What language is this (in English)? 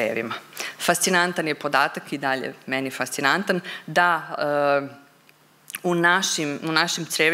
Serbian